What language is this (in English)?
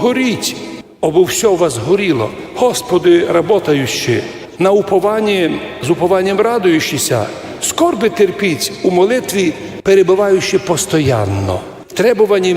Rusyn